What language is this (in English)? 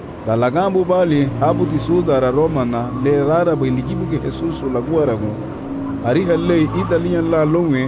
Garifuna